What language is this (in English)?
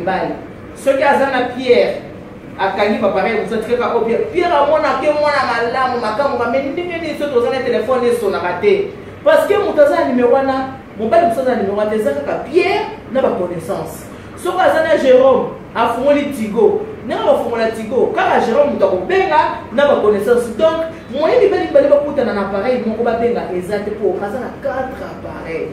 Lingala